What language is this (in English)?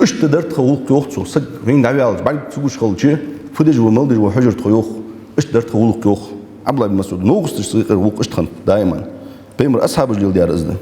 Ingush